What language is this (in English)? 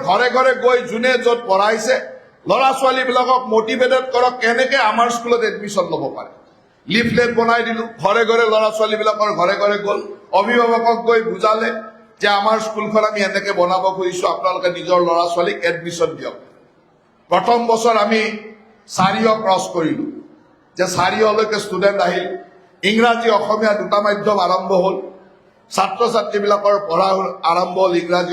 Assamese